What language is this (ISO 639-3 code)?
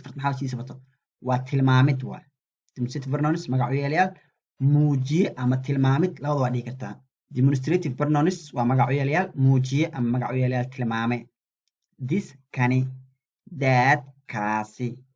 som